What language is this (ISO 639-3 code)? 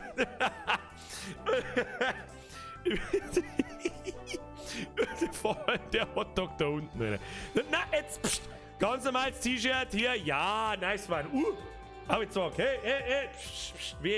bar